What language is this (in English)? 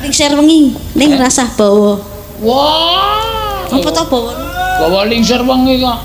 Javanese